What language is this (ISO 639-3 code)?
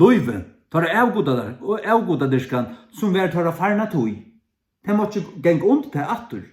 fao